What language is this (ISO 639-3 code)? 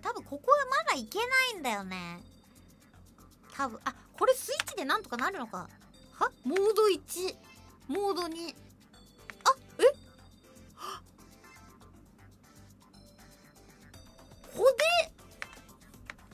jpn